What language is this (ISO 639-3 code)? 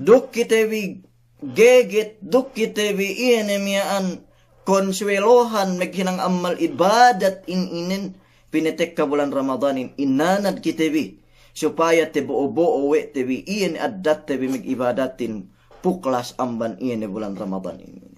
yka